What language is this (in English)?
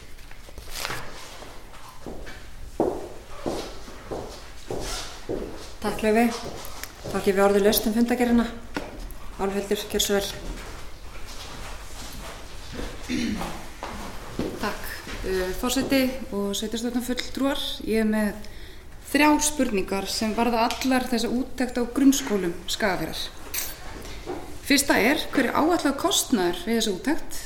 Icelandic